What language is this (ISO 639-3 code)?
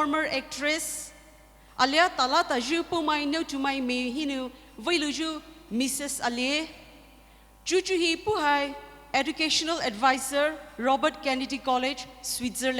pmx